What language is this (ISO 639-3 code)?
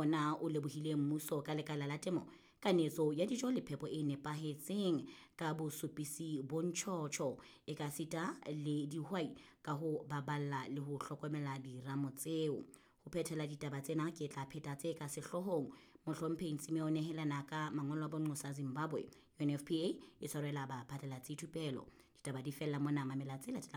sot